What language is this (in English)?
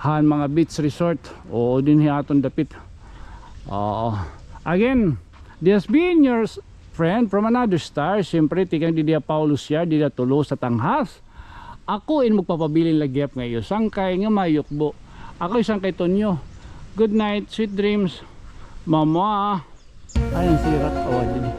Waray